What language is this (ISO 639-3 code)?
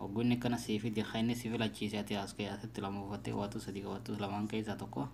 orm